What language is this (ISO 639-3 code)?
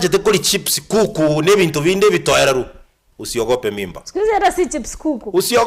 guz